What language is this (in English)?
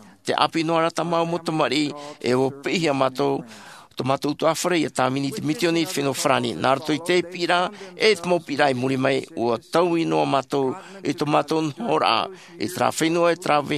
Tahitian